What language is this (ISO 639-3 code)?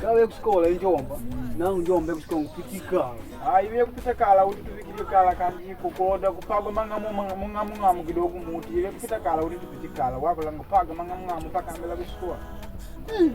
kde